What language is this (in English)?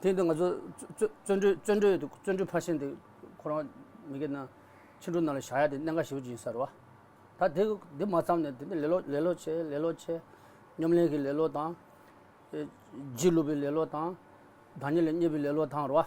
Tibetan